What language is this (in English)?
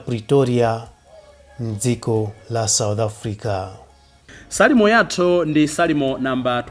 Nyanja